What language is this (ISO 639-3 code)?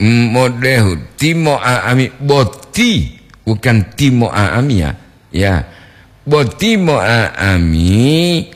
gor